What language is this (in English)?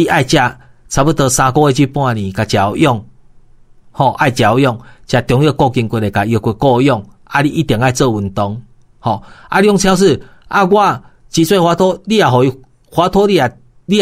Min Nan Chinese